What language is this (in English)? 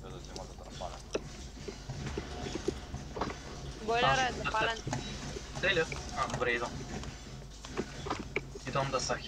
Bulgarian